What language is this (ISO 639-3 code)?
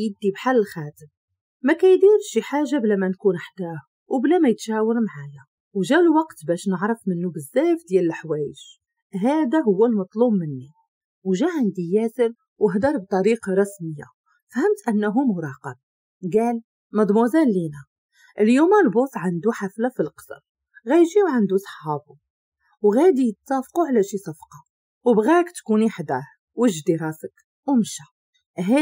ary